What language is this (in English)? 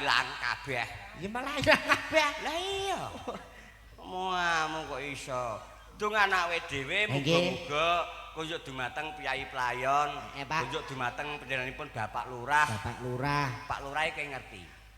Javanese